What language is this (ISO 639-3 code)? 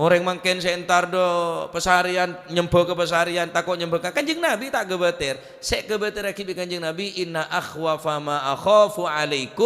mad